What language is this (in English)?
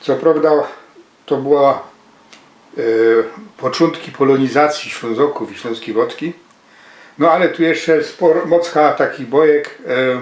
Silesian